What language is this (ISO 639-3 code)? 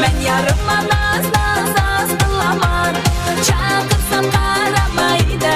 kaa